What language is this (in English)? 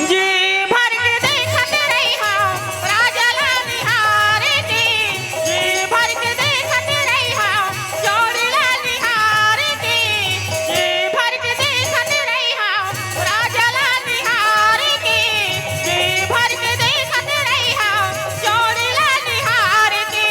Chhattisgarhi